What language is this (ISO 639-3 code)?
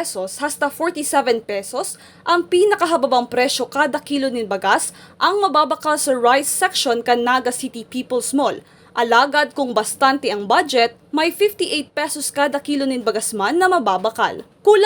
bik